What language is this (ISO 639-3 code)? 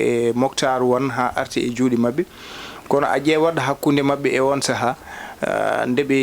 ful